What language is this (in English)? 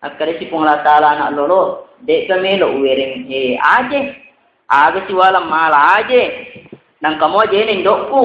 Buginese